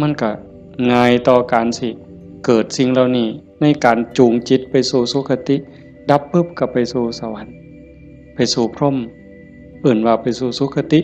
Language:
Northeastern Thai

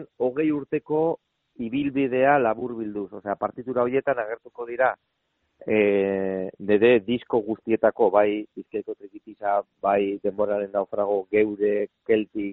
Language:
Basque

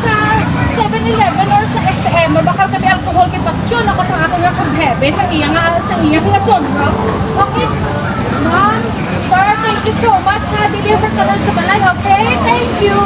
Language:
Hiligaynon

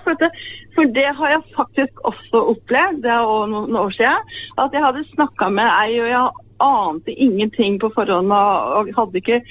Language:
Norwegian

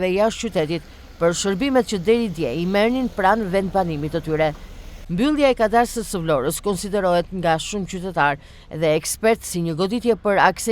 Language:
Albanian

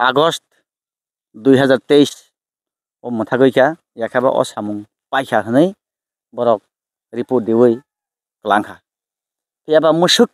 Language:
Kok Borok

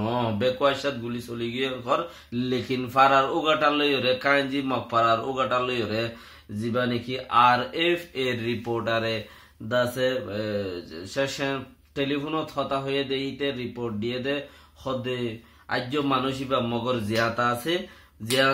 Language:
Rohingya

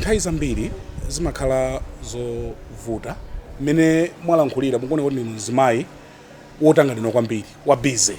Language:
Nyanja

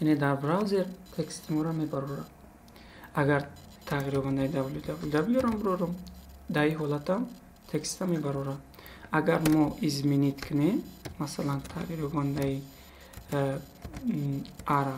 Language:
Tajik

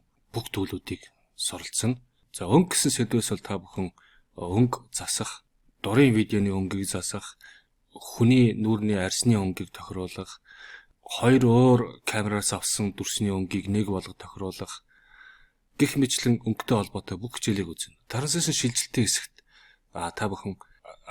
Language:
Mongolian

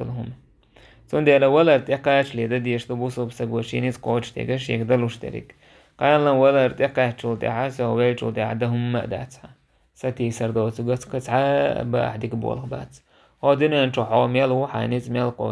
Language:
Chechen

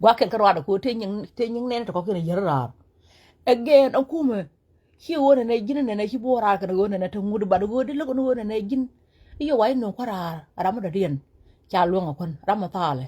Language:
Nuer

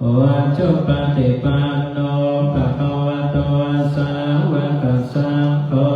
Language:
Pali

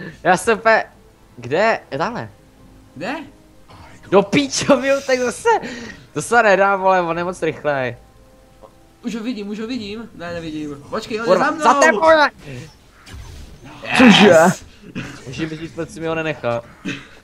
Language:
Czech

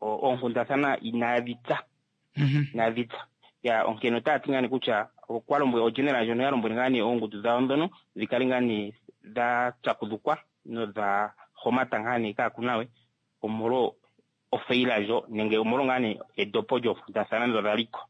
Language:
Kuanyama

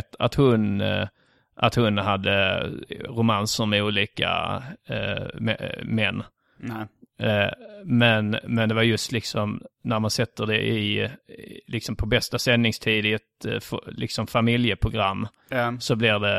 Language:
Swedish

